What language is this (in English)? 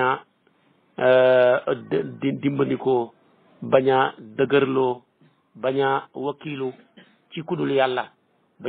Wolof